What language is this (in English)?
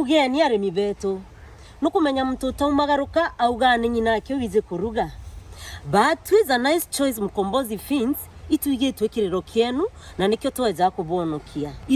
Meru